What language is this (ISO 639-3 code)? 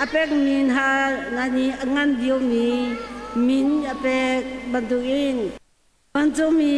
cnh